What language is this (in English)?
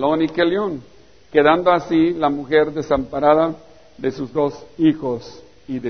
Spanish